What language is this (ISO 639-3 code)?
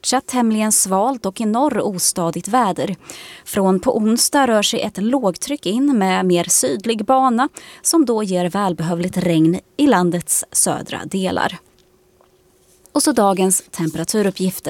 swe